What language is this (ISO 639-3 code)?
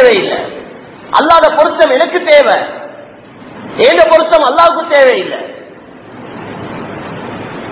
tam